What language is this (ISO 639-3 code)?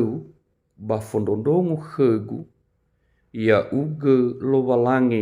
nia